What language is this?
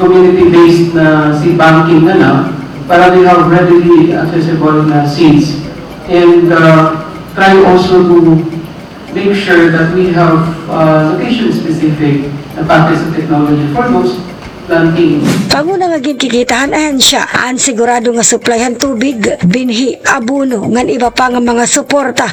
Waray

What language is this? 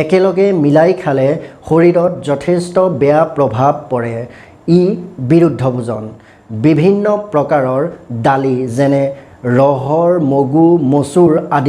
Assamese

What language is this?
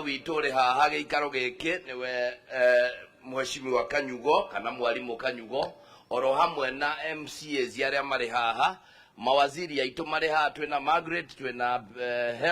Kikuyu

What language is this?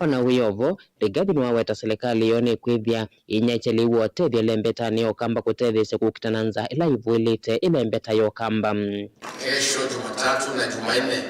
Kamba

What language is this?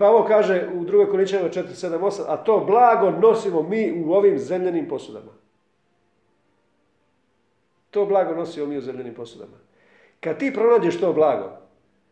Croatian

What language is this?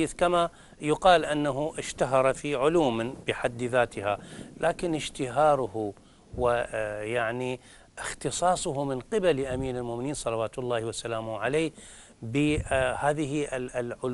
Arabic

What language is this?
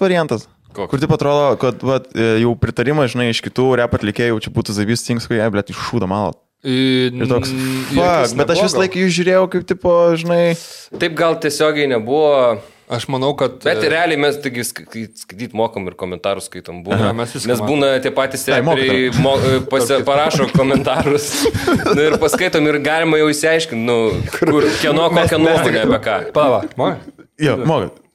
Lithuanian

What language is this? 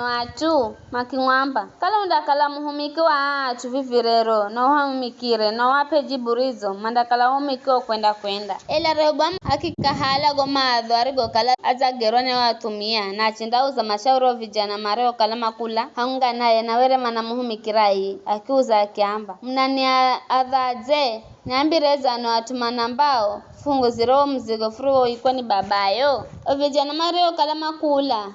Giryama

